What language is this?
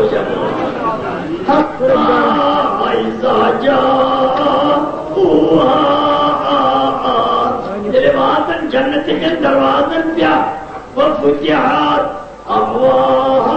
Kashmiri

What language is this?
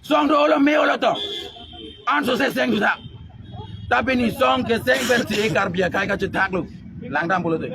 Karbi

